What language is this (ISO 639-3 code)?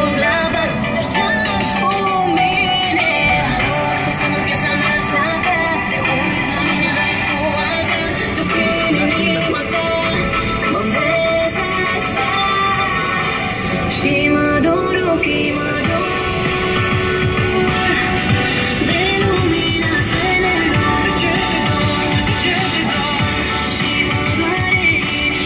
ron